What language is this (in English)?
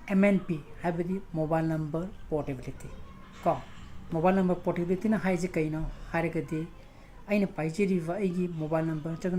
Manipuri